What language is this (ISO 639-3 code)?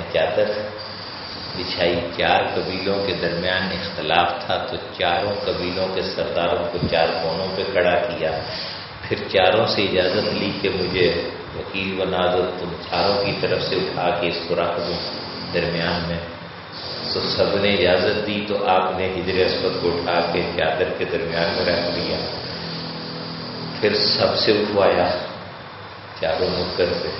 urd